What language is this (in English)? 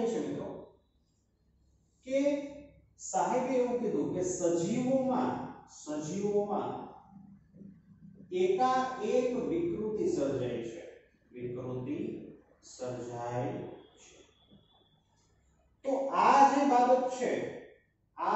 Gujarati